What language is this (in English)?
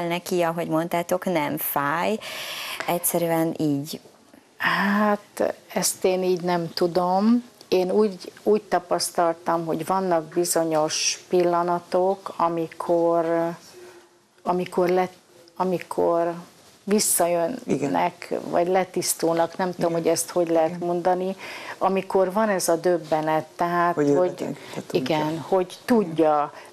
Hungarian